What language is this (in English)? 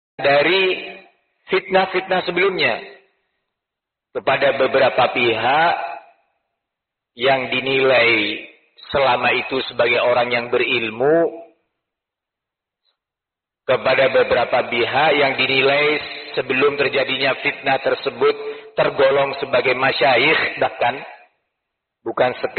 Indonesian